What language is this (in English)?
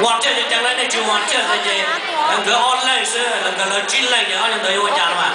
Hmong